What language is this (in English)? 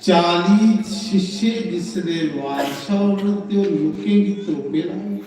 Dogri